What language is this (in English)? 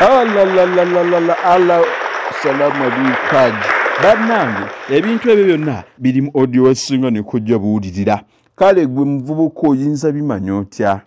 Ganda